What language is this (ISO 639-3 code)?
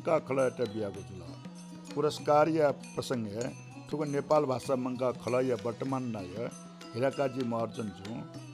new